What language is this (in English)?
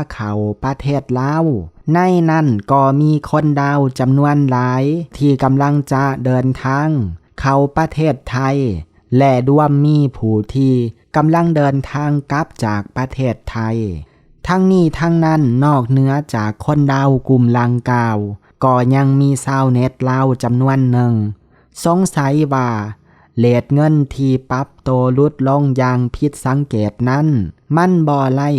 Lao